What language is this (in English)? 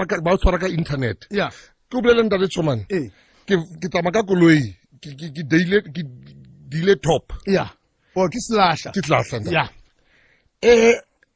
Southern Sotho